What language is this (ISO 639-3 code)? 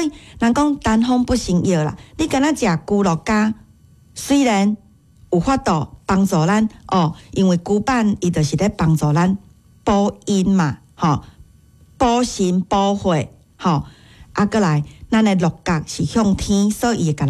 nan